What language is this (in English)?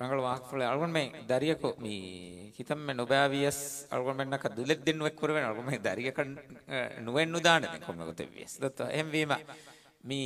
Divehi